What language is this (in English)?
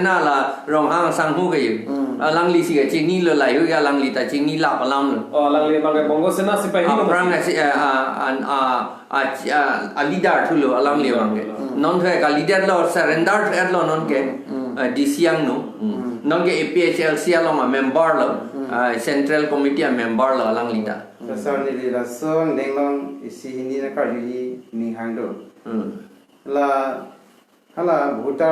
Karbi